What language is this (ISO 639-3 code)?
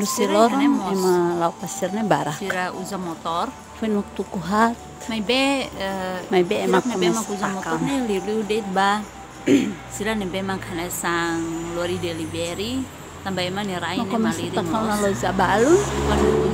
tet